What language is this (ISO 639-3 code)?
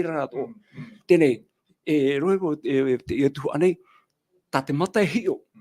tah